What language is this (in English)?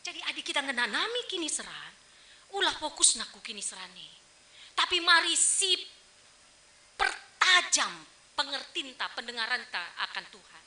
Batak Karo